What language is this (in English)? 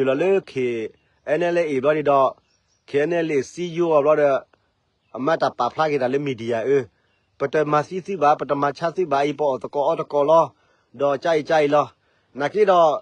S'gaw Karen